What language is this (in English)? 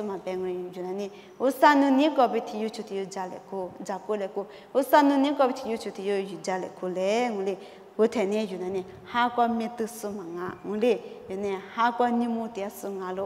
Lisu